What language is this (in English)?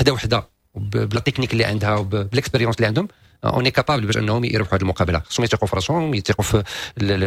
Moroccan Arabic